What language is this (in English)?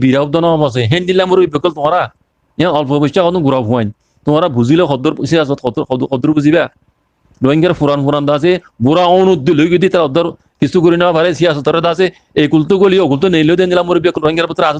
Rohingya